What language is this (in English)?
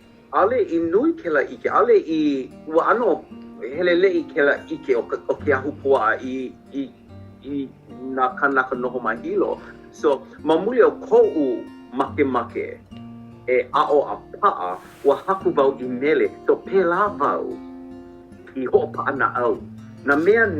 Hawaiian